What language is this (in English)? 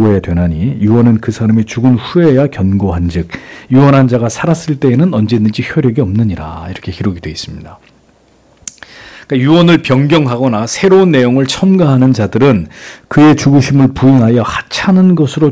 Korean